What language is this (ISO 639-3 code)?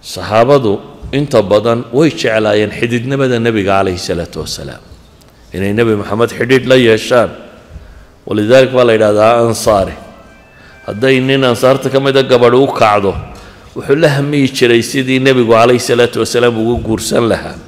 som